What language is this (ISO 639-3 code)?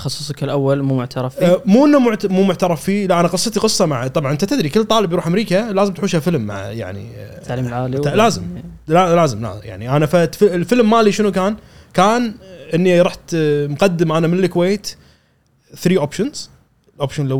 afb